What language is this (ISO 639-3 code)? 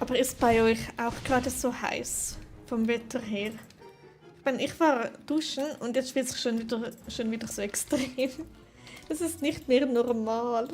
gsw